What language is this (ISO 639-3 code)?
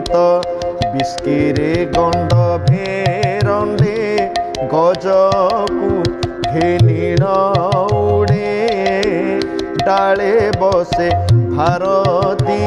ori